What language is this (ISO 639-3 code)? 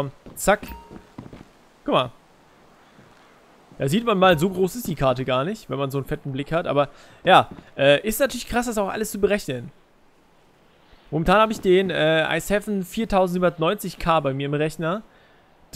deu